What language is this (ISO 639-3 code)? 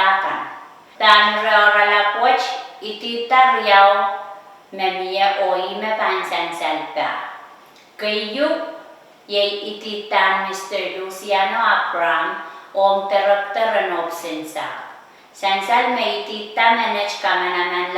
pon